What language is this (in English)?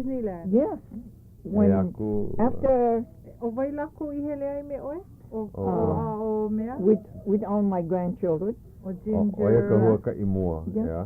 Hawaiian